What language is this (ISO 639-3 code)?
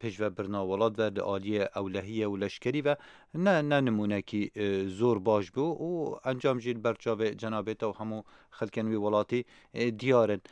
kur